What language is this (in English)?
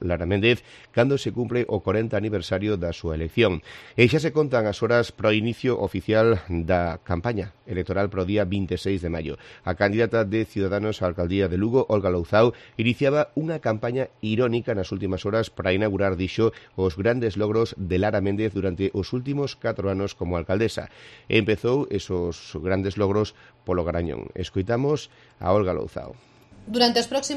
Galician